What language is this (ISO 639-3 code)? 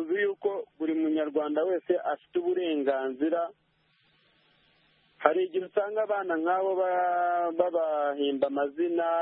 kin